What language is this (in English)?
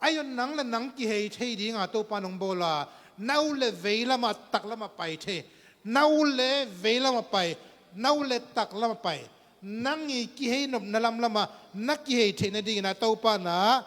Tedim Chin